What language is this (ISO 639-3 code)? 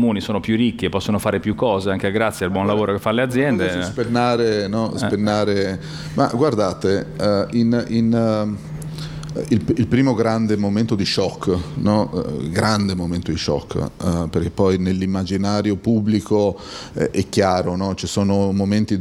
ita